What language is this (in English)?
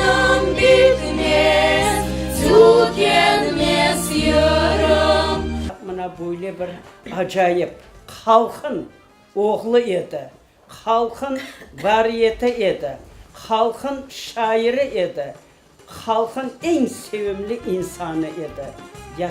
Crimean Tatar